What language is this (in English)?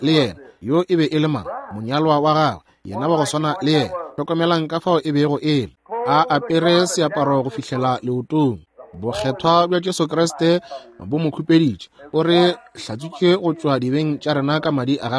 Northern Sotho